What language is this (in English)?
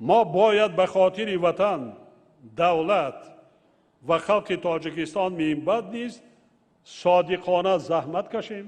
Tajik